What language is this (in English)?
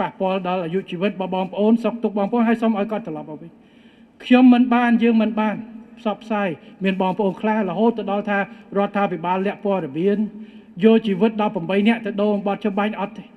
Khmer